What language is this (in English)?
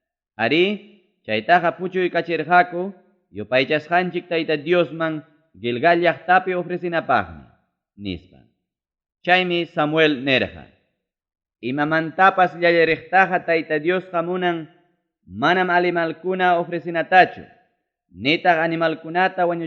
Ayacucho Quechua